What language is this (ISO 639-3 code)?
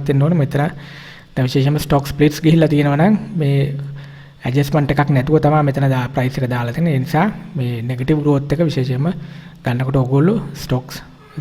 sin